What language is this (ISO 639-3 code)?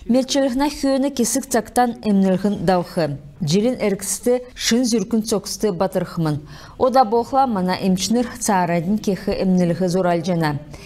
xal